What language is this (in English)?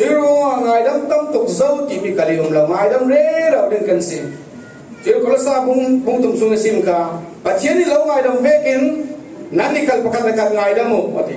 Falam Chin